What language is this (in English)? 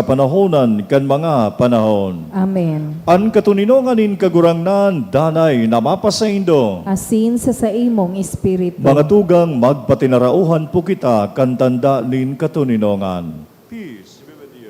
Bikol